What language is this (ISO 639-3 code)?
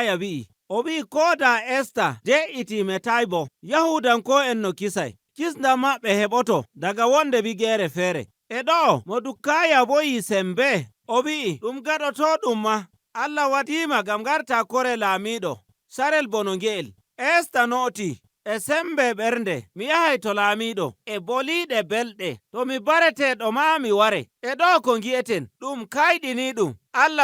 fuv